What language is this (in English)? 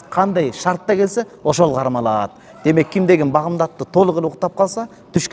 Kyrgyz